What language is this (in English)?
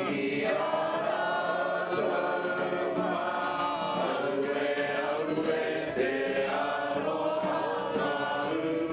Māori